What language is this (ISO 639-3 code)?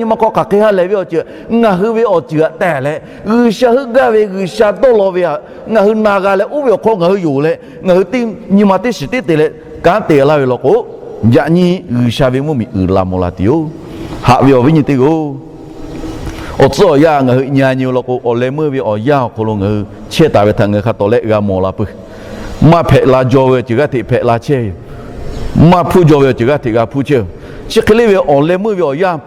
lhu